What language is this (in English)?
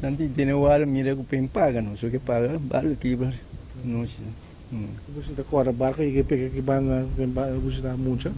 Papiamento